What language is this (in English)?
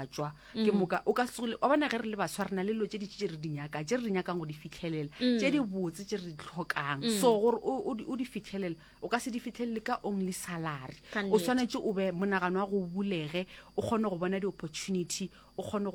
Northern Sotho